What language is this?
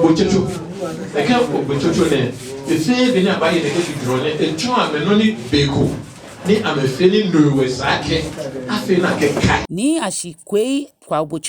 Ga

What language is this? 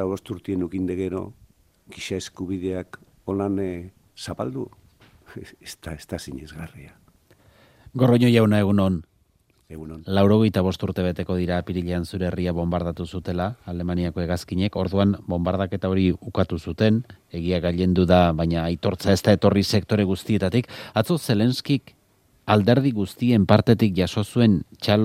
Basque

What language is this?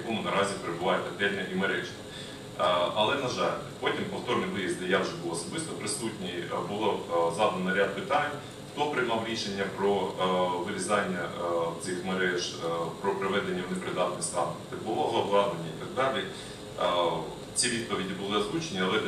Ukrainian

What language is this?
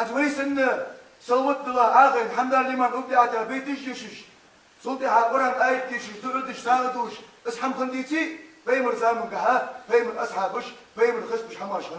Ingush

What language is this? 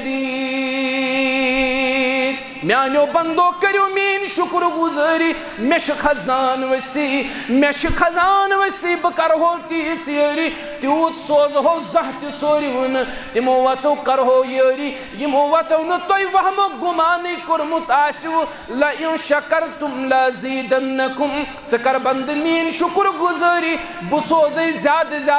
Kashmiri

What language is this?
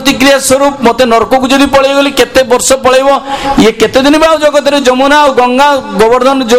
Odia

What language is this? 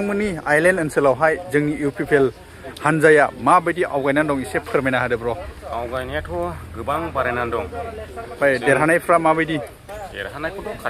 Bodo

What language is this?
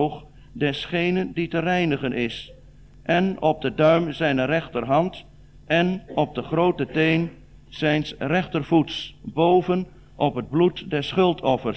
Dutch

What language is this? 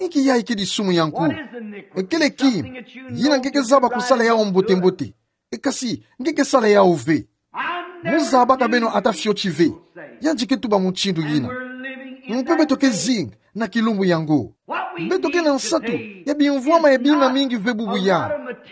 Kituba (Democratic Republic of Congo)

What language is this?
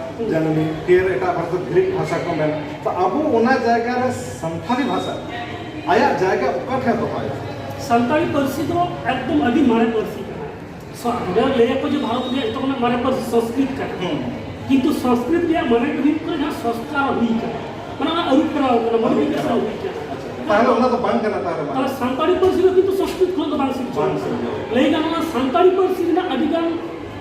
Santali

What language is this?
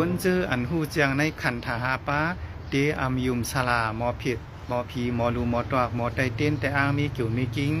Shan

